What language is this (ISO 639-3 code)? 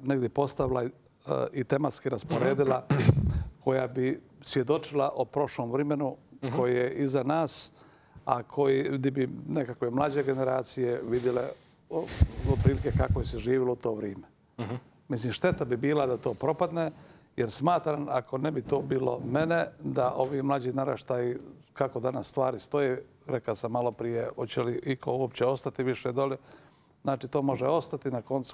hrv